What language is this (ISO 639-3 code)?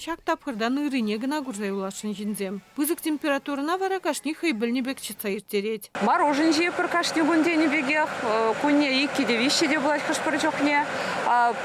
chv